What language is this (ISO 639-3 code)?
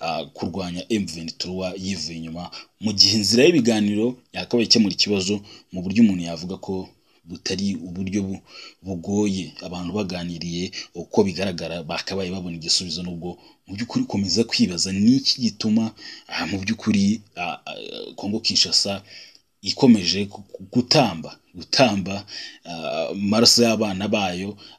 kin